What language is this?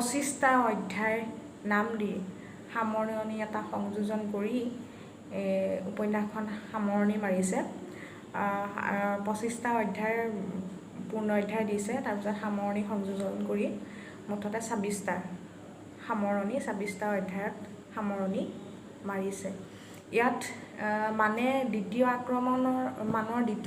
Assamese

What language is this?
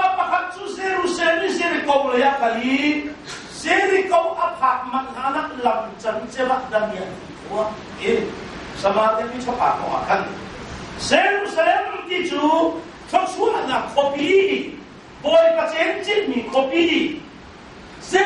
Hakha Chin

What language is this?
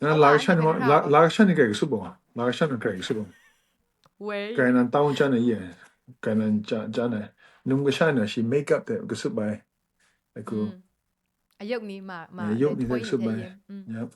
Kachin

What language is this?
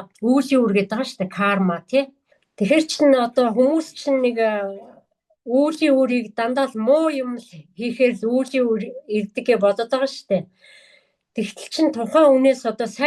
Mongolian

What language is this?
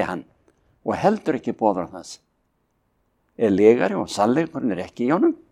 Icelandic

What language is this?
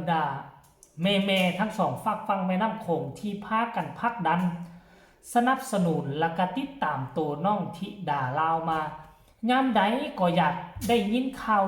Northeastern Thai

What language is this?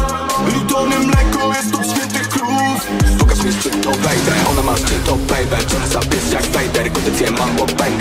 Polish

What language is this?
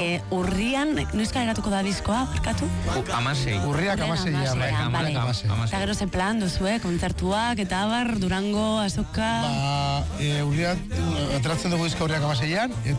Basque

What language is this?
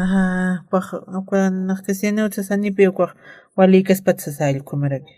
Aymara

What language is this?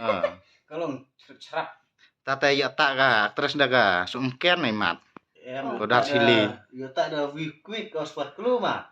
Khasi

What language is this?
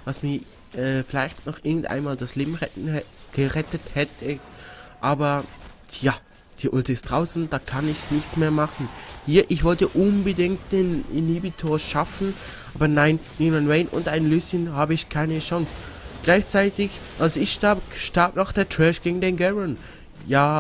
Swiss German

